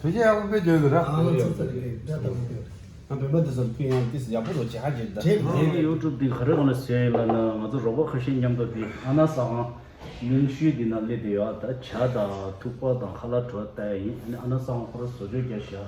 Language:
Tibetan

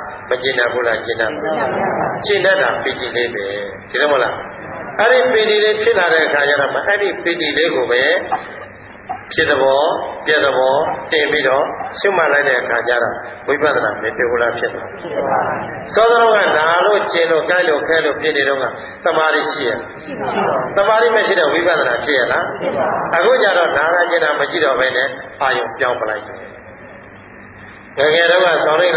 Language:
Burmese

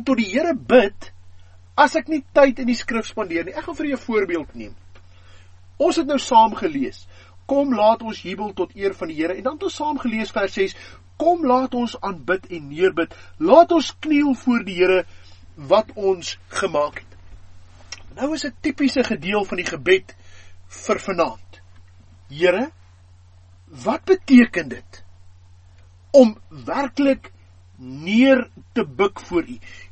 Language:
Afrikaans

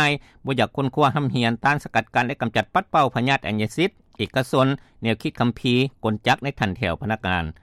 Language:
Lao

